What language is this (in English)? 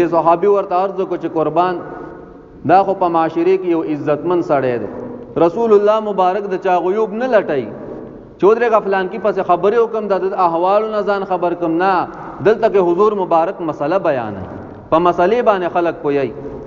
Pashto